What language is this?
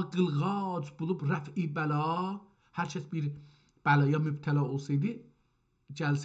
South Azerbaijani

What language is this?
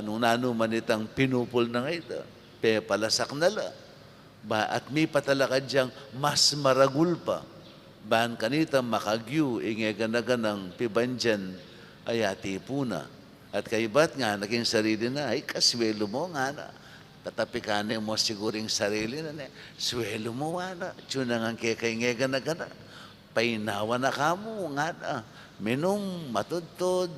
Pampanga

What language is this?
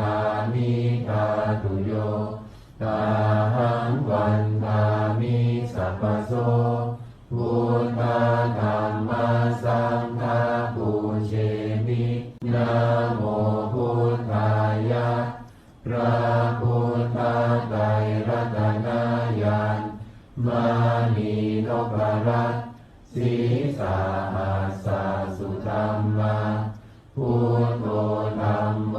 Pali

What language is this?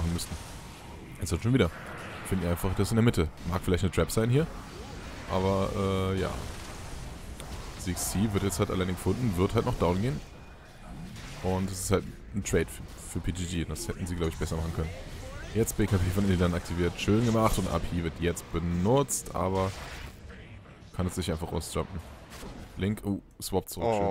German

